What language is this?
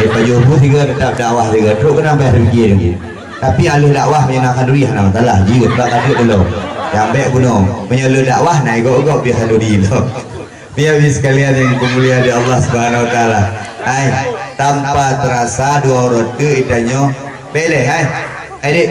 Achinese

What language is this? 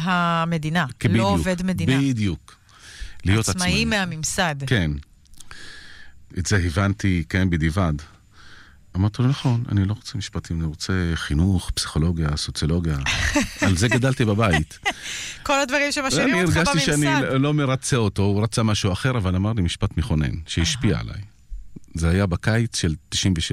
Hebrew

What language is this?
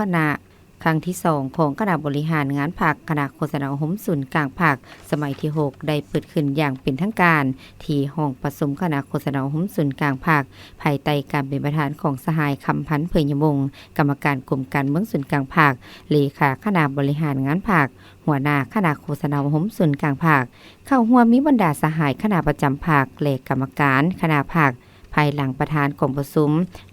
Lao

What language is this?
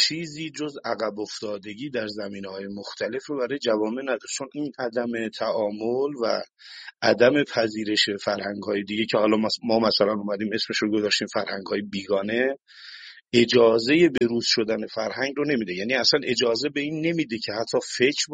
Persian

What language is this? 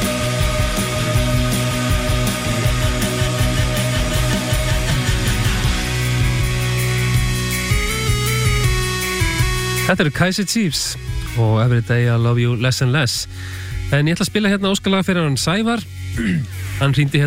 Icelandic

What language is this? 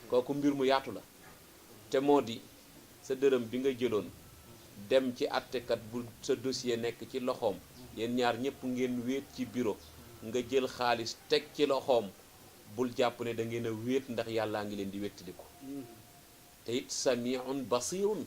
Wolof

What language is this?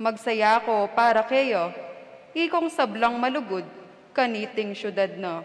Pampanga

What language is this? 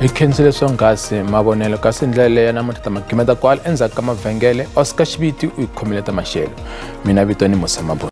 Tsonga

